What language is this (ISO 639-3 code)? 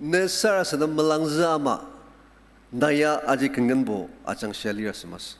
njo